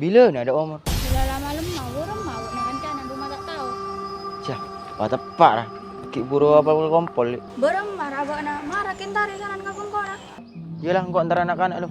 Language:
Madurese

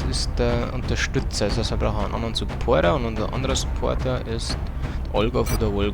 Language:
Bavarian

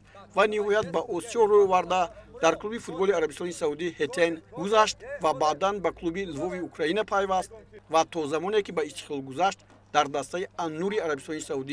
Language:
Tajik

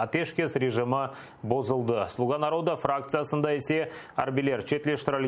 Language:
Crimean Tatar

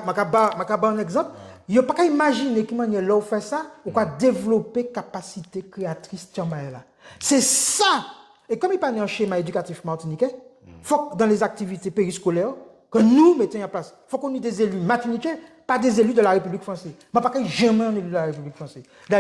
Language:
Guadeloupean Creole French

